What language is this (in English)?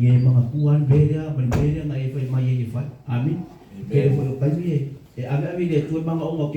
Samoan